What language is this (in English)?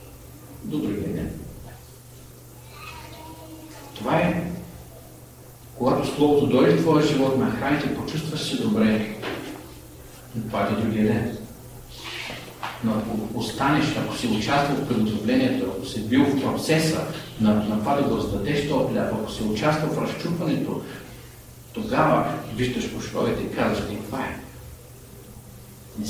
Bulgarian